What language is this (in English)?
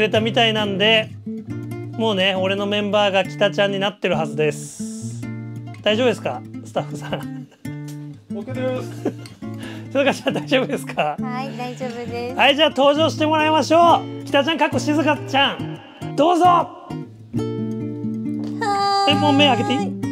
Japanese